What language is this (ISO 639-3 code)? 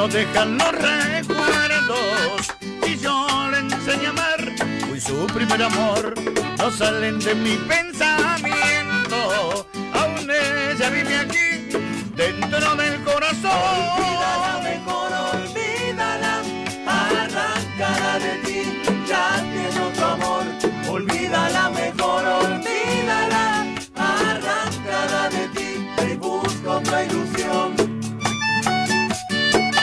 spa